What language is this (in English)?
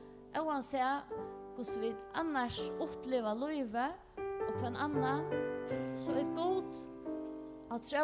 Faroese